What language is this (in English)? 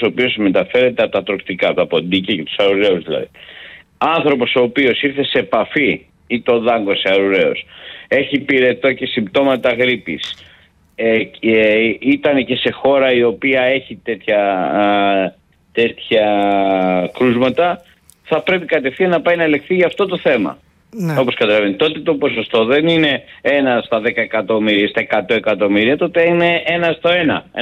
Greek